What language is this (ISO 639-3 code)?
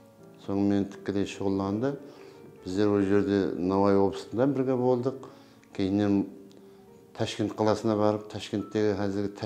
kaa